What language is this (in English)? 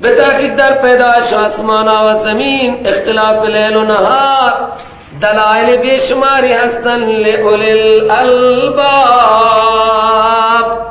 Persian